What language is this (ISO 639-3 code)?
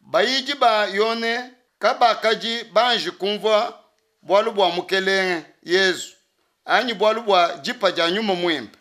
lua